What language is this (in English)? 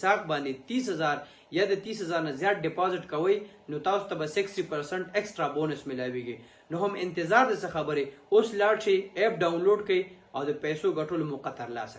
Pashto